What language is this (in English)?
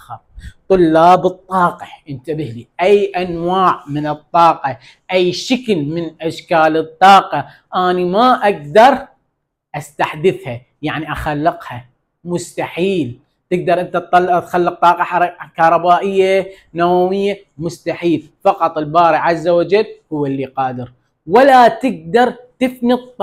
Mesopotamian Arabic